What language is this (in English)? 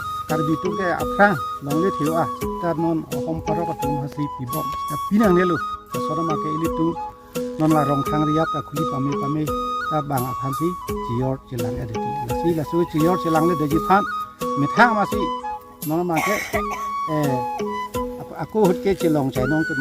Karbi